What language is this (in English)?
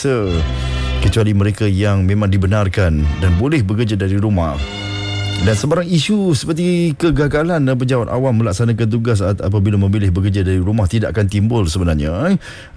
Malay